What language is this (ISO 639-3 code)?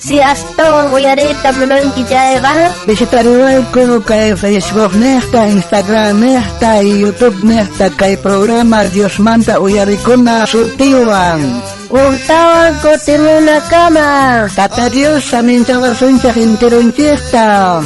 quh